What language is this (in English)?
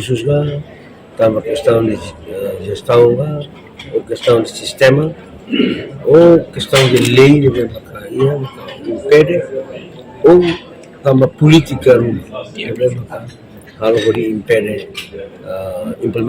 Tetum